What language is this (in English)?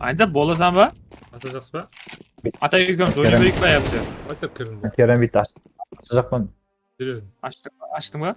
Kara-Kalpak